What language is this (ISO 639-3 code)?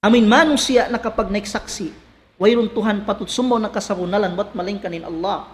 tsg